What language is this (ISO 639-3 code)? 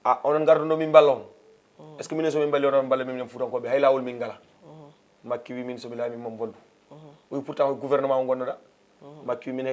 ful